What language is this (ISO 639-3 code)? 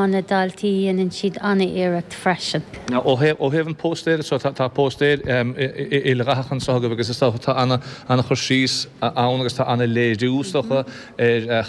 gle